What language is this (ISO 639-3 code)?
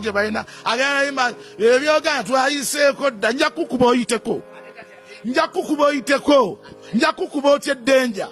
lug